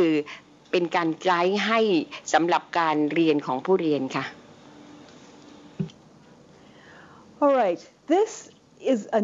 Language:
Thai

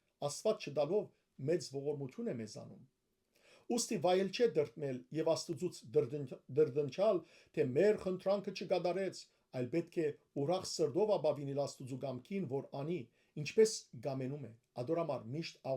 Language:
Western Armenian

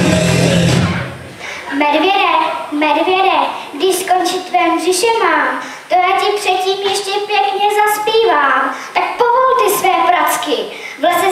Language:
Czech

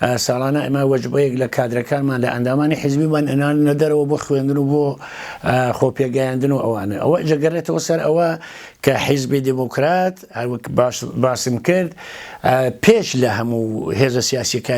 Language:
Central Kurdish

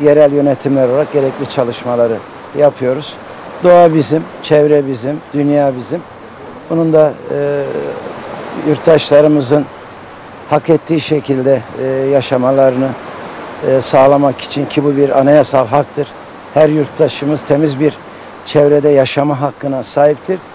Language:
Turkish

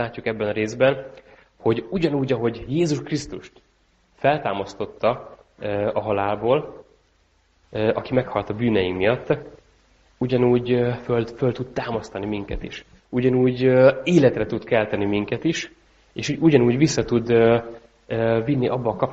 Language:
Hungarian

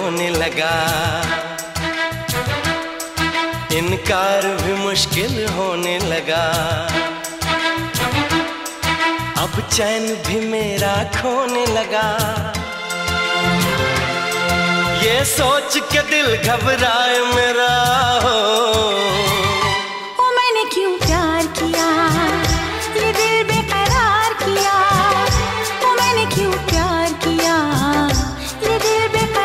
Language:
Hindi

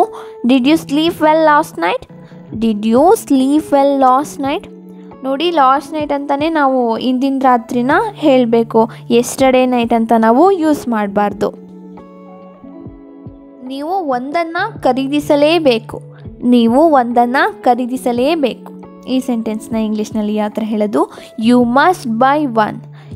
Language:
Kannada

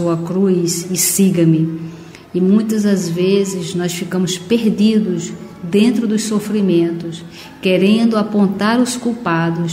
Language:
Portuguese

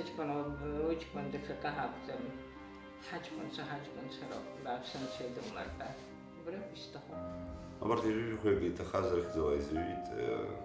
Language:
Abkhazian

